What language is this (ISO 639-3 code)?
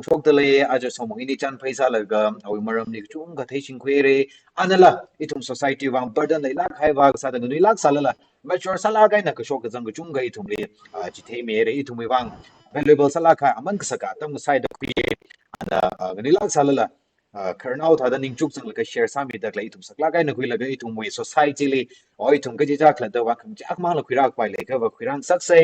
nmf